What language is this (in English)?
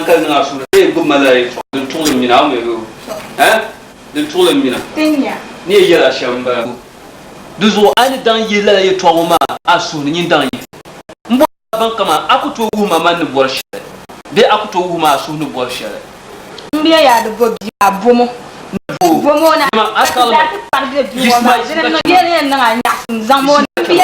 Dagbani